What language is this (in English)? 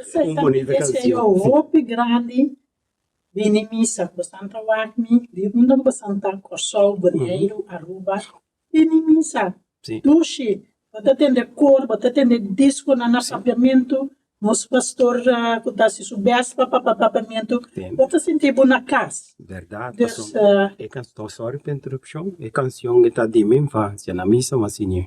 Papiamento